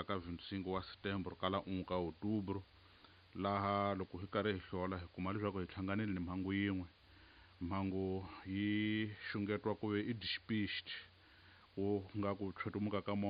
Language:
Tsonga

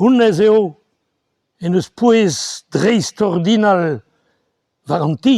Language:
Breton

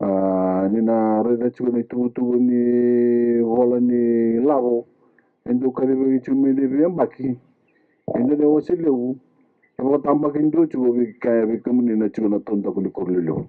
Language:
Fijian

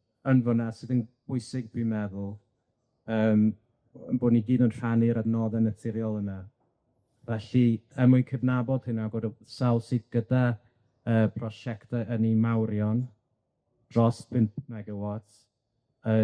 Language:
Welsh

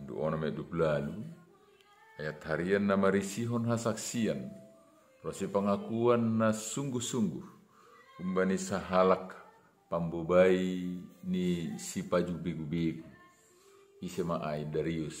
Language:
Batak Simalungun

